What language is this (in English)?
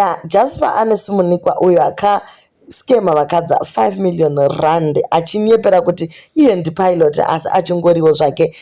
Shona